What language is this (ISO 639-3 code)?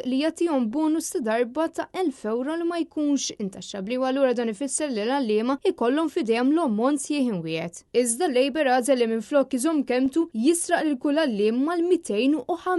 mlt